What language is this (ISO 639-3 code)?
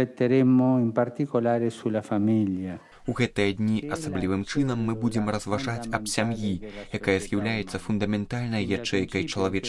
bel